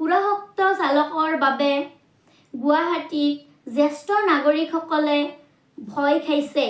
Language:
Assamese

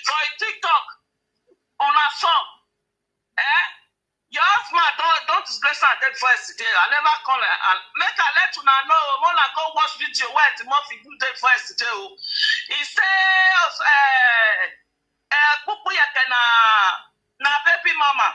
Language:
Nigerian Pidgin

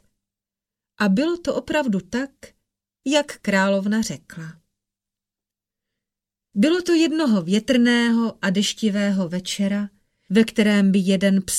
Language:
Czech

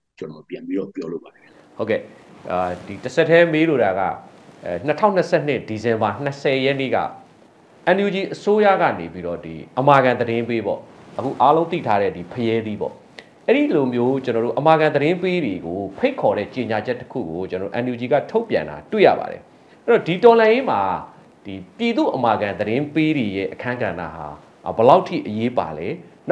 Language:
Burmese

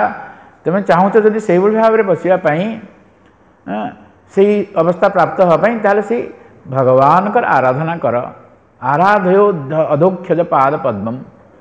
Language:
Odia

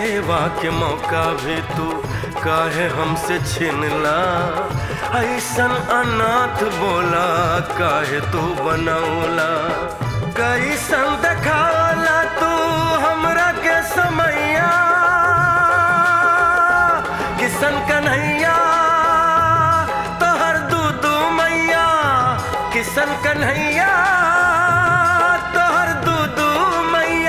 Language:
Bhojpuri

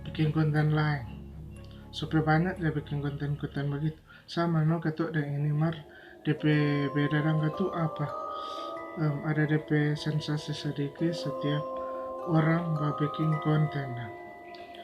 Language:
Manado Malay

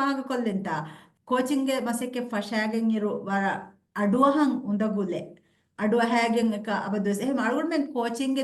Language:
Divehi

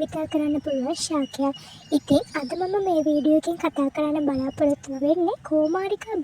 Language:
Sinhala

